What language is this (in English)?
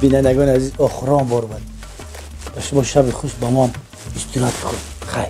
Tajik